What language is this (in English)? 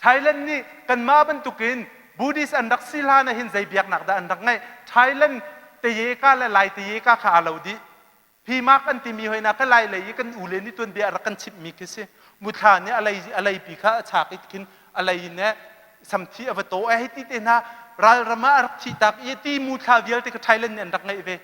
Hakha Chin